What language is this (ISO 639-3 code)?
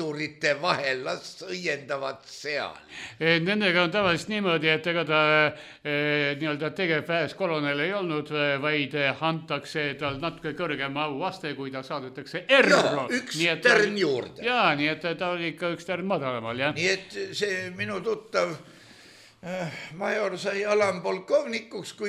est